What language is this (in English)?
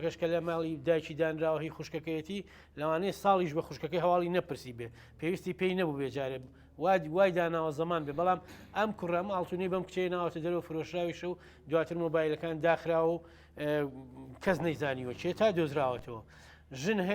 Central Kurdish